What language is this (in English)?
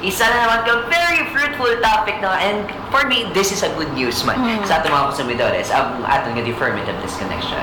Hiligaynon